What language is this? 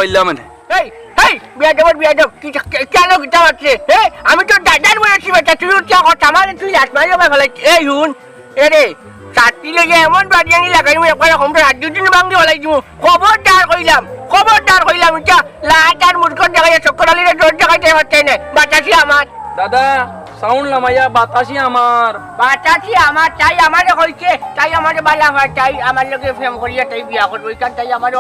Sylheti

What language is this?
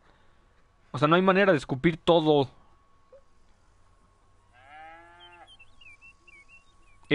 Spanish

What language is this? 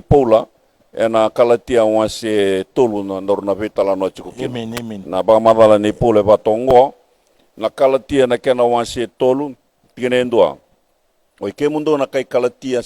Fijian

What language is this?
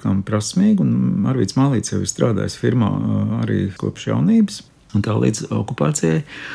Latvian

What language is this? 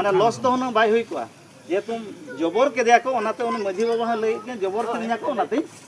Santali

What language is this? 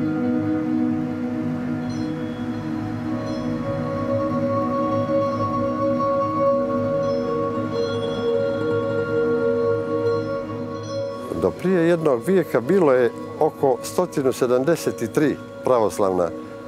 Serbian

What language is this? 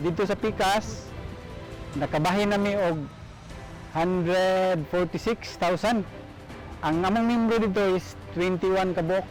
Cebuano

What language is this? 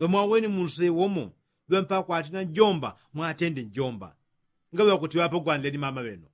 Yao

